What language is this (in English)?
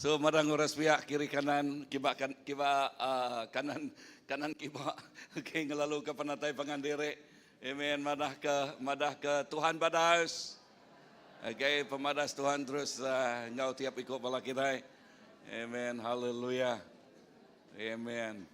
Iban